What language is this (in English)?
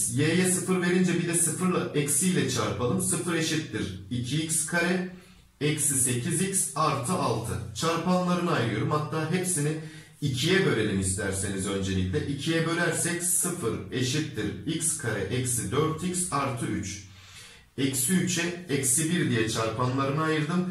Turkish